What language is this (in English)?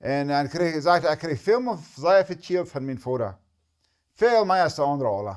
Plautdietsch